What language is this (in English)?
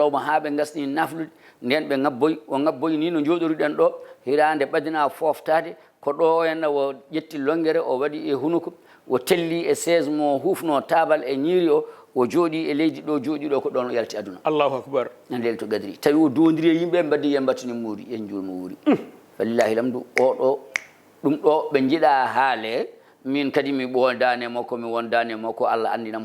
Fula